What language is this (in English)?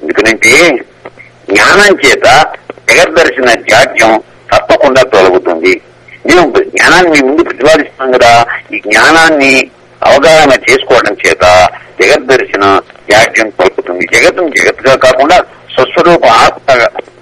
Telugu